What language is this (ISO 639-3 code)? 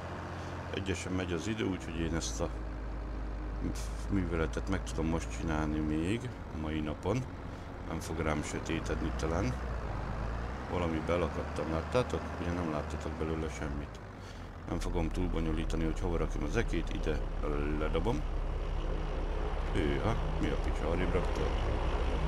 hun